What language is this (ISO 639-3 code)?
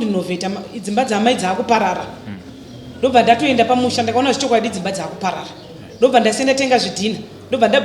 sna